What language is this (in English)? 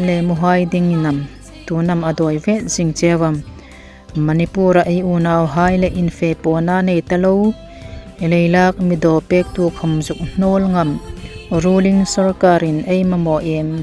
Hmar